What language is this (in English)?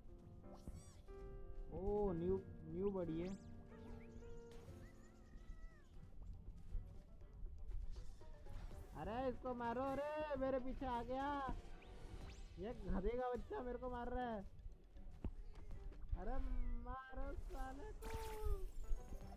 Hindi